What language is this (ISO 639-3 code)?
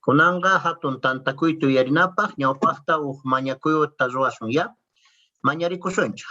que